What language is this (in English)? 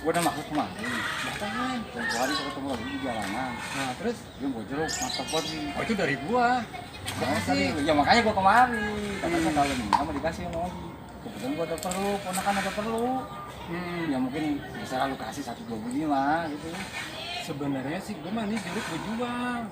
Betawi